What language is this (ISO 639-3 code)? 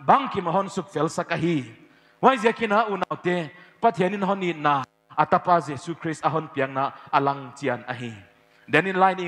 pck